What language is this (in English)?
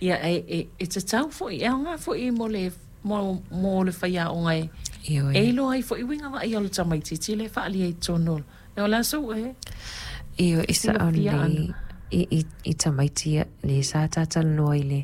Samoan